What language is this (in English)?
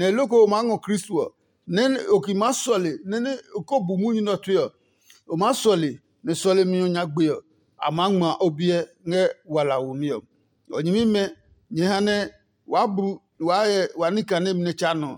Adangme